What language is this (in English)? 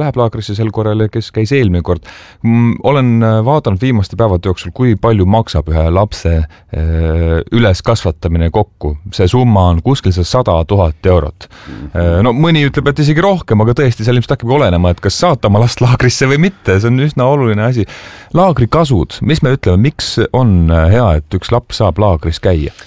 Estonian